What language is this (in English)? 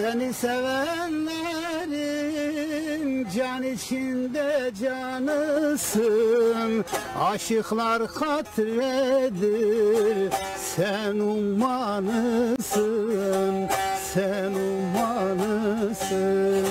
Zaza